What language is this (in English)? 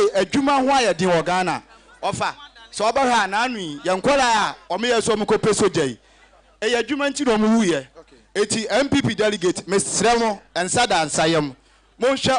Akan